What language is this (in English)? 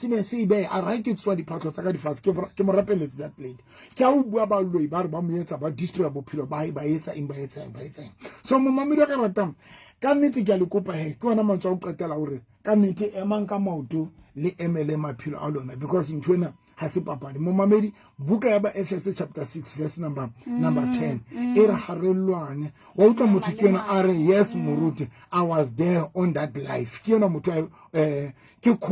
Southern Sotho